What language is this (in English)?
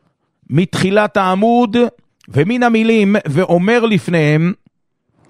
Hebrew